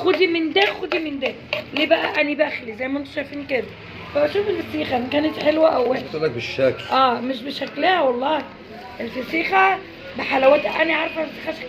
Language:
Egyptian Arabic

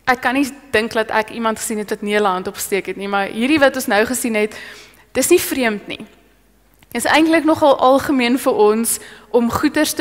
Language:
Afrikaans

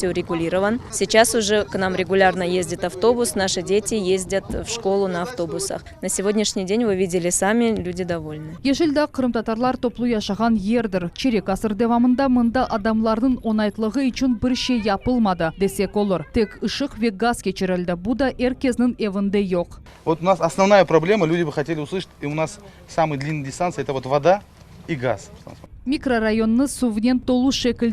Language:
Crimean Tatar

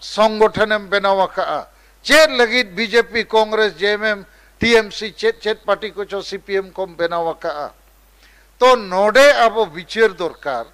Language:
Santali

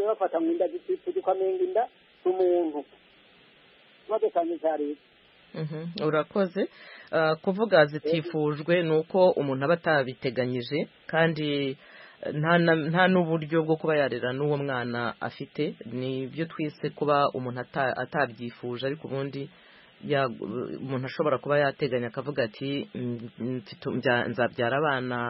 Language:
Kinyarwanda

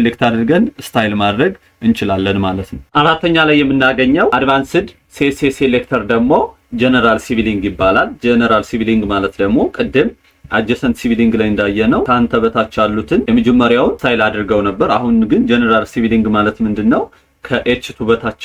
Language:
Amharic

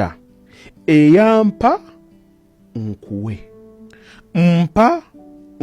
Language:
Ganda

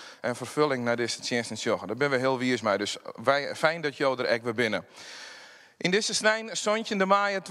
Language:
Western Frisian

